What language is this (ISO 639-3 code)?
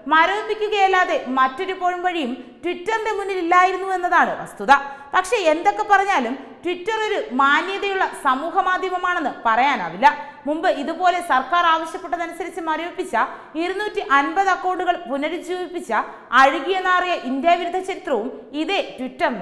mal